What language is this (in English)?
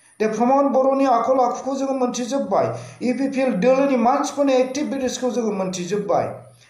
Bodo